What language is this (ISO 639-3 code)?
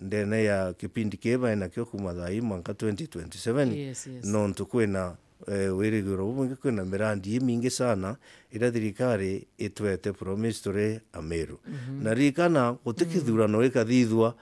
mer